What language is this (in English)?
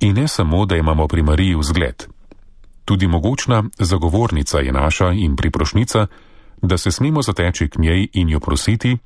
Slovenian